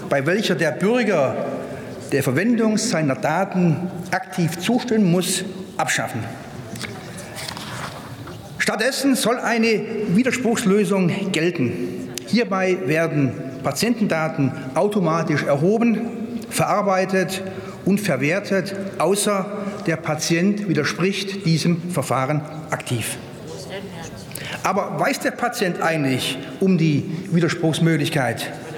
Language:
German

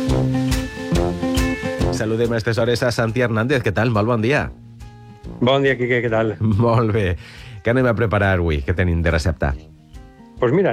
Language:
Catalan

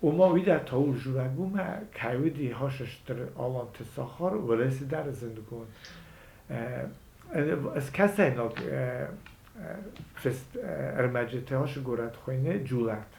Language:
Ossetic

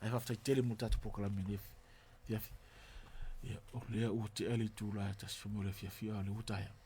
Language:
Samoan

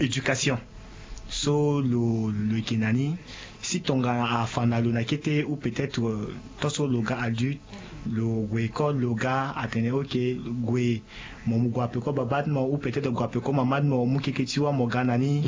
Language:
Sango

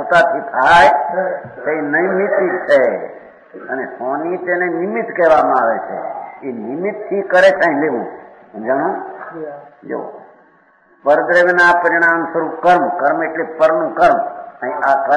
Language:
Gujarati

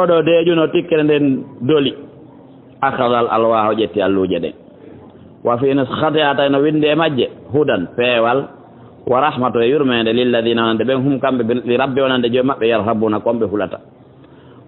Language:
Fula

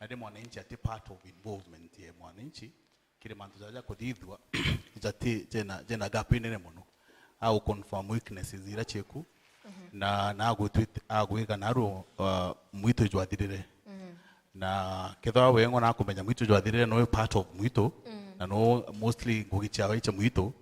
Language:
Meru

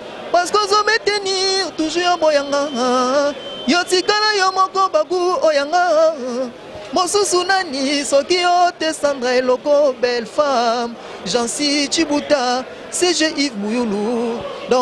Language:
Lingala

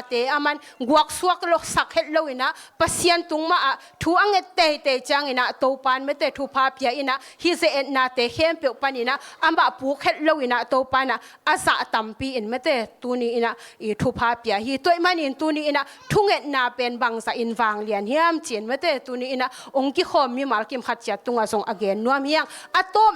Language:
Tedim Chin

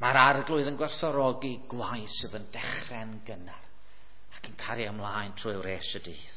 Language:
Welsh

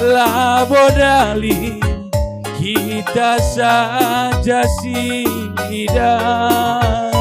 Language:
Batak Karo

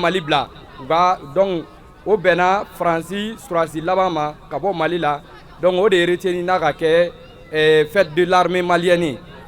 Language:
Bambara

